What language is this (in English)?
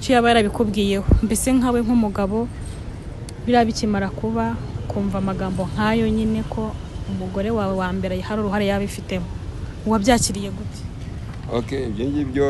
Kinyarwanda